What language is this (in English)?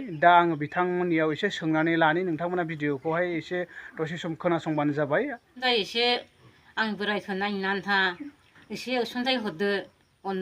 Bodo